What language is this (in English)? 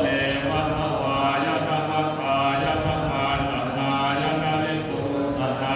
Pali